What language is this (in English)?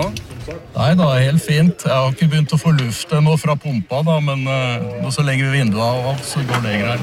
Norwegian